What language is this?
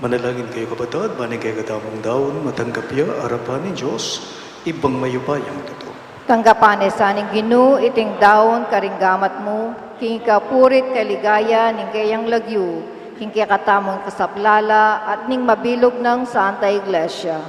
Pampanga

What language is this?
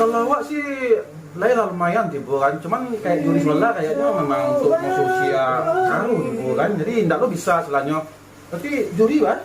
Minangkabau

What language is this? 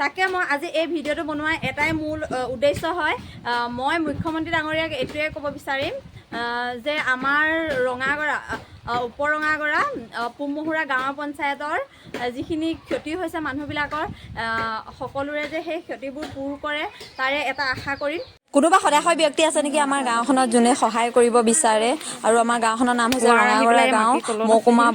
Assamese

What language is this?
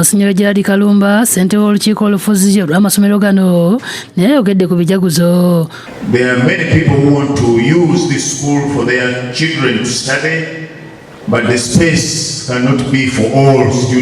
Ganda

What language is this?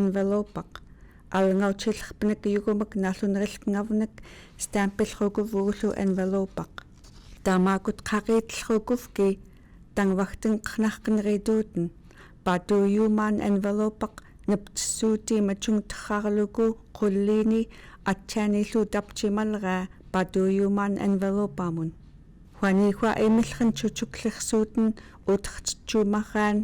Central Yupik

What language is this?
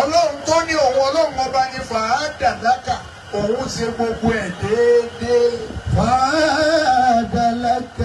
Yoruba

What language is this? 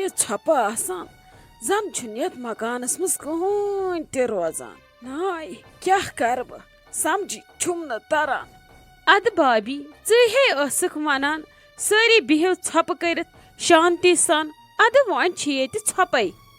Kashmiri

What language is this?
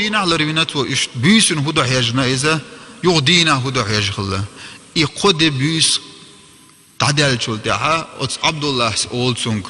Chechen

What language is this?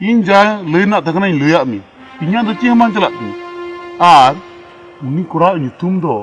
Santali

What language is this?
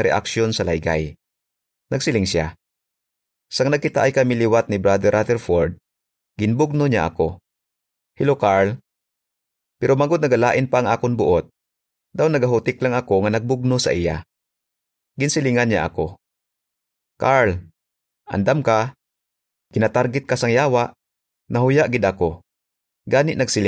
Hiligaynon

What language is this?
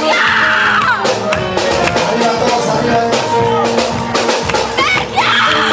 Spanish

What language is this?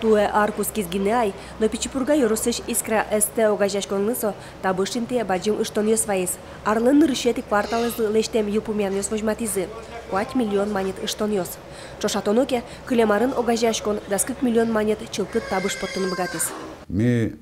Udmurt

